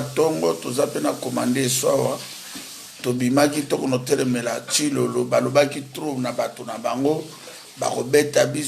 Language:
Lingala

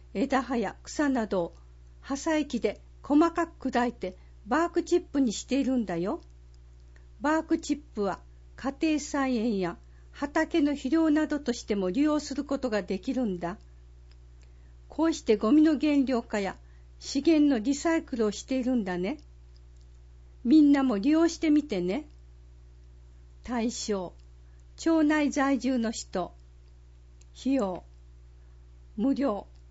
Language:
Japanese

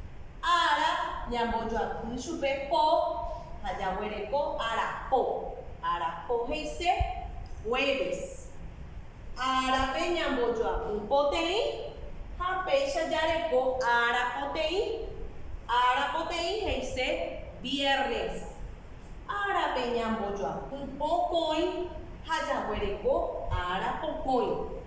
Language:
Guarani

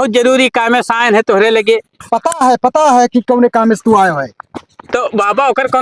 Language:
Awadhi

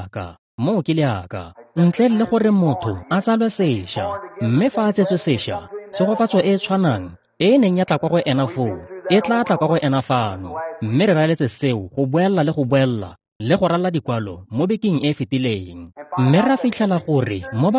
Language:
Tswana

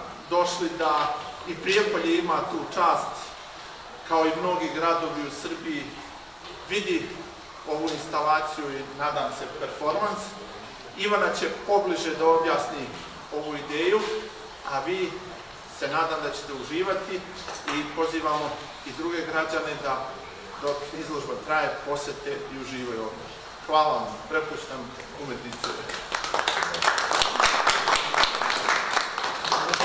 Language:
Serbian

